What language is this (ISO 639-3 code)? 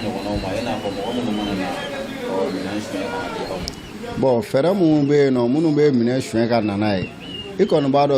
bam